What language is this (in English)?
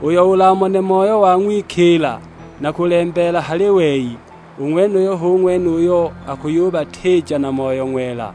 Sukuma